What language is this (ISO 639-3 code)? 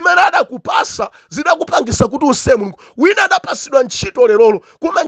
nya